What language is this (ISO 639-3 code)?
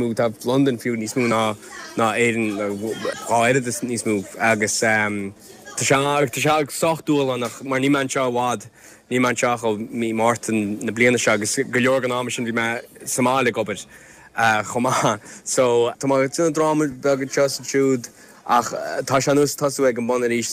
gle